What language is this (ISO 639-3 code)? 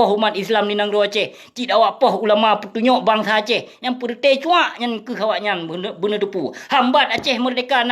ace